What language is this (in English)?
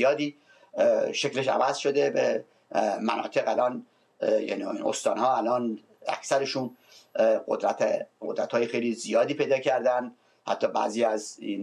Persian